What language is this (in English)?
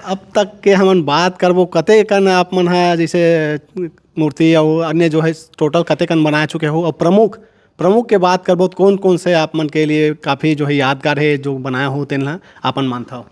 Chhattisgarhi